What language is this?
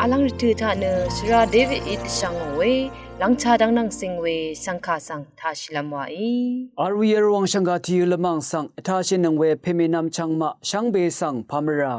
Rawang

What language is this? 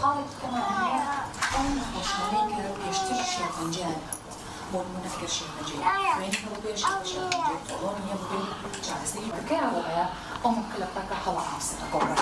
Central Kurdish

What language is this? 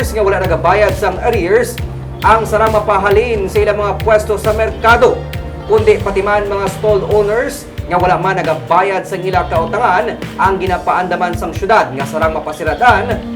Hiligaynon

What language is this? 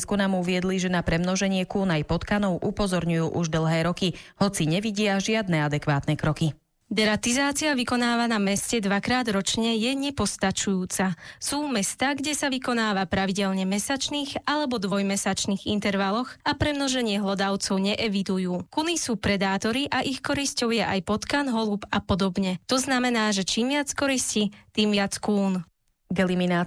Slovak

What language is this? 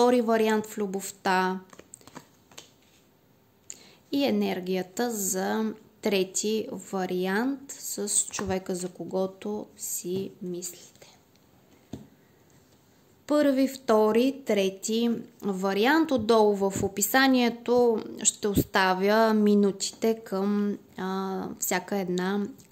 Bulgarian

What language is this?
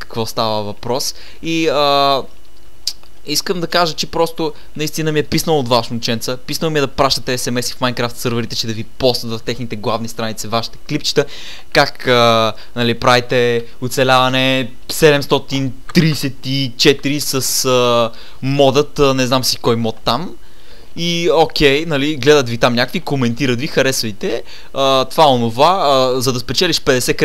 Bulgarian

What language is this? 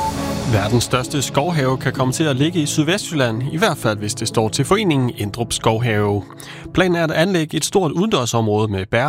Danish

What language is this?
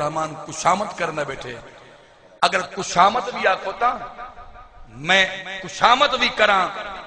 Saraiki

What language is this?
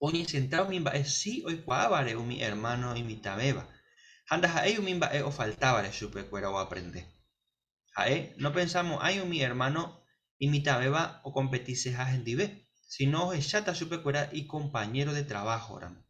Guarani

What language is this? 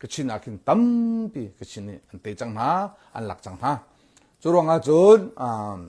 Hakha Chin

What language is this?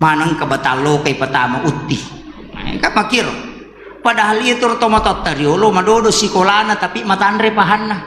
Buginese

